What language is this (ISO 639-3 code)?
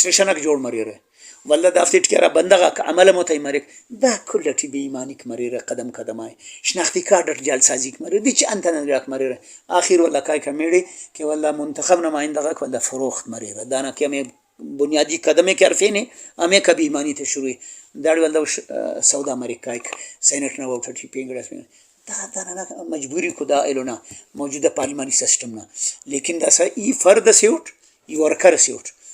brh